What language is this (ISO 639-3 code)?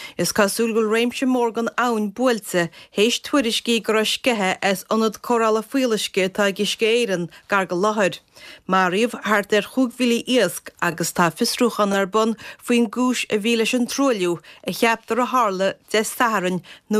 gle